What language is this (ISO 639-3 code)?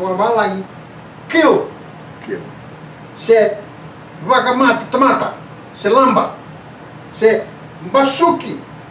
fij